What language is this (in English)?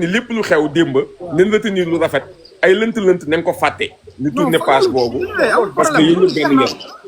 Wolof